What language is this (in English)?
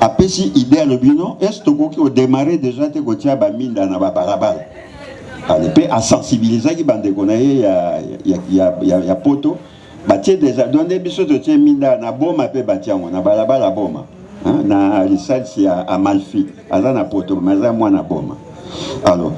Lingala